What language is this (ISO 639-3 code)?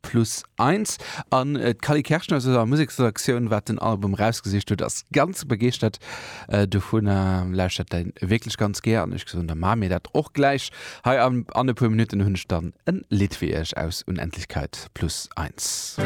ltz